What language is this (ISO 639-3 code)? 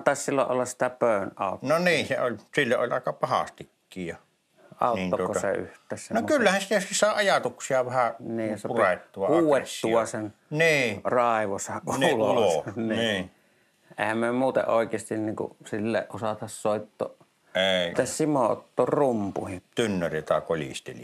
fin